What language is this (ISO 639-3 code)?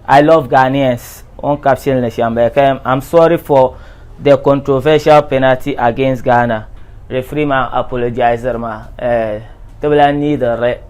dag